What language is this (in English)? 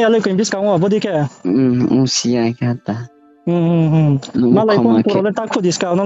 Riang (India)